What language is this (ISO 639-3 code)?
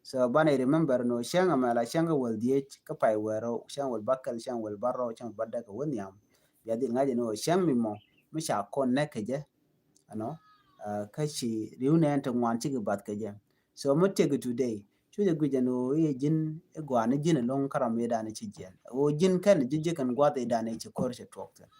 nus